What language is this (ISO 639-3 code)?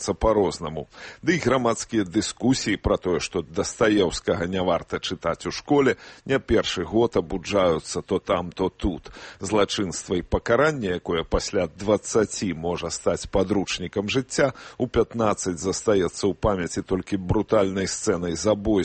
bel